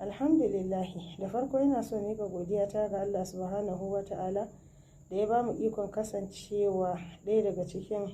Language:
Hausa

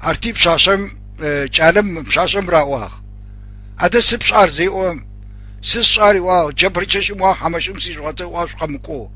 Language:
Adyghe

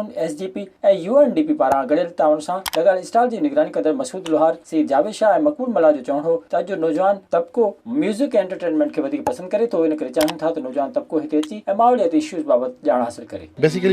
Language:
Sindhi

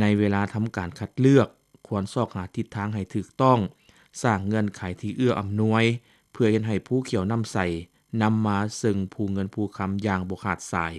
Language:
Lao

